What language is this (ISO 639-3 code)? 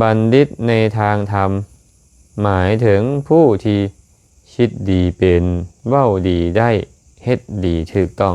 lao